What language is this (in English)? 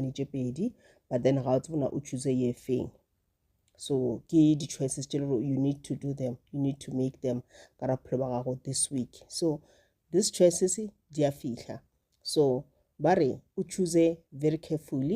Northern Sotho